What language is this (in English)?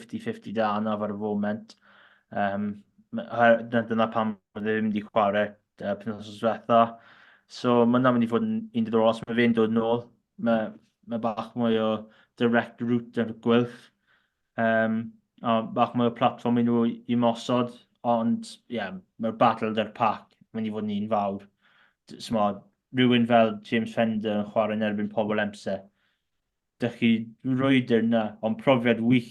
Welsh